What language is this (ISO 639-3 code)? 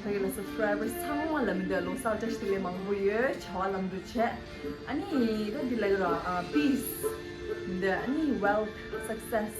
bod